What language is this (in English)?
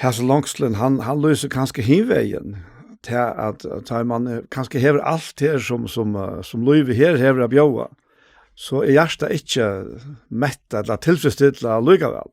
Faroese